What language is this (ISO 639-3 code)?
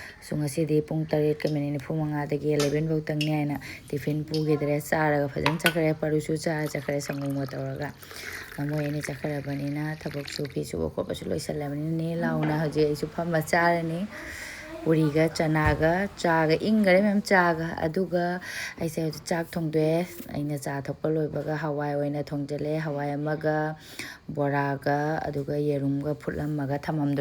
mni